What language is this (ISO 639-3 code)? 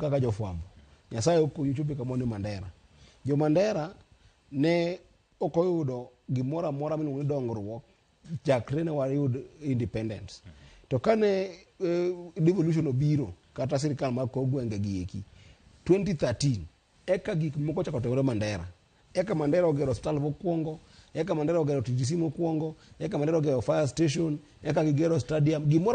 luo